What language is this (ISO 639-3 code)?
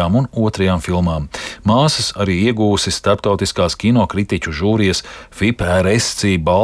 lav